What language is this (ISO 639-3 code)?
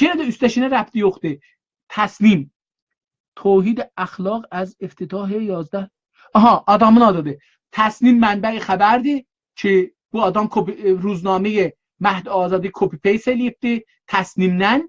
azb